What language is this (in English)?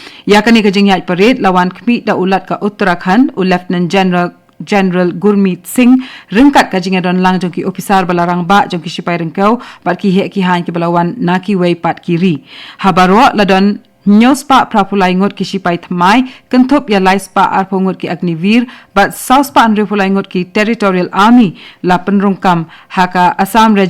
Khasi